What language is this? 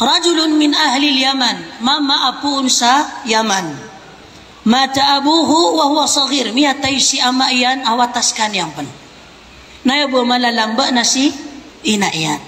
Maranao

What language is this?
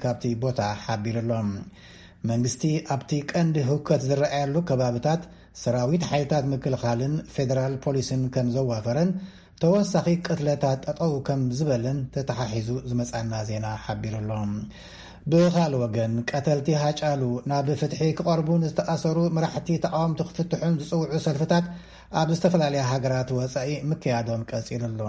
Tigrinya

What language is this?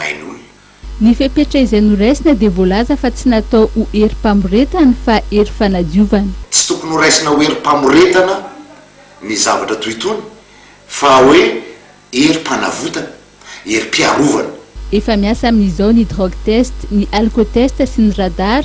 Malagasy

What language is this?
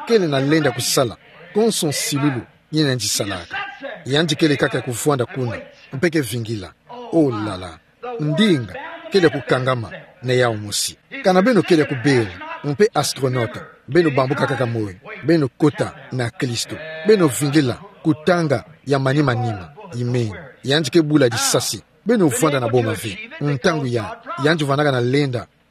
Kituba (Democratic Republic of Congo)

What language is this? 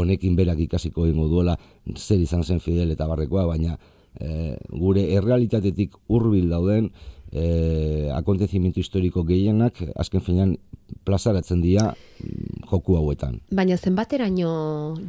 Basque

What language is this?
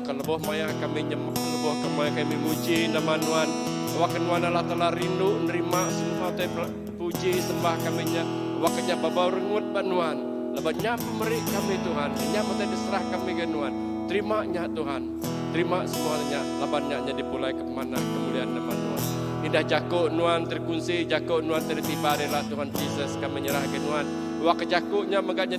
Iban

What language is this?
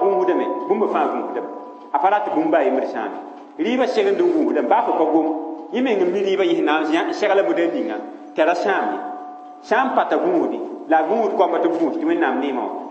Mossi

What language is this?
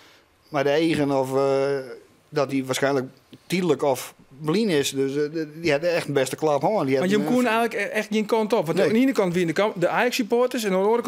Western Frisian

